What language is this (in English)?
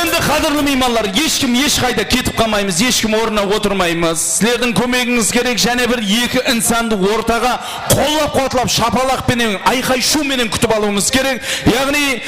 Kara-Kalpak